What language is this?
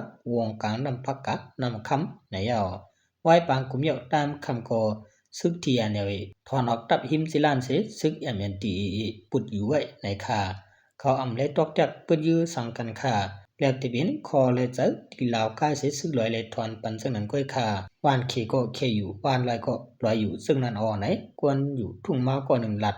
Shan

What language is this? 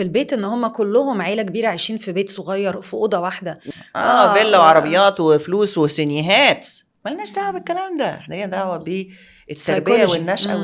Egyptian Arabic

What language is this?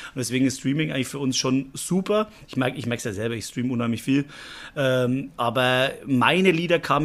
German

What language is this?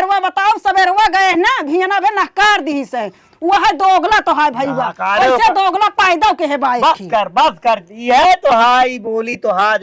Awadhi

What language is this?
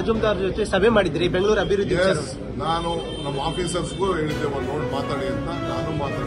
Kannada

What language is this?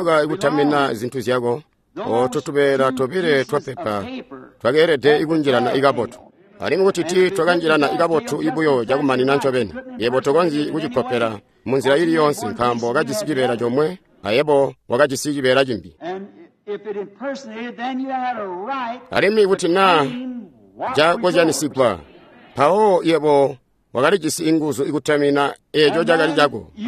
Tonga (Zambia)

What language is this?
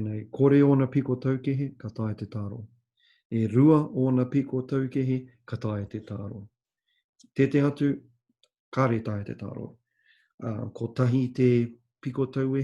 Māori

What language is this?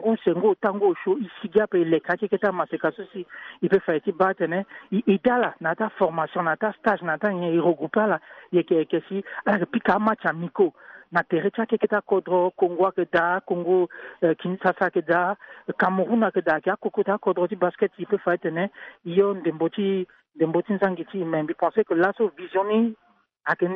Sango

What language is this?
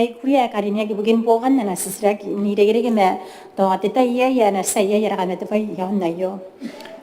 Gilbertese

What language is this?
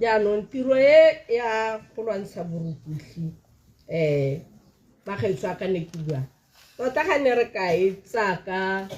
Tswana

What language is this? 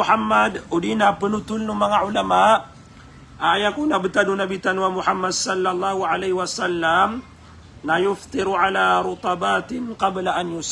Maranao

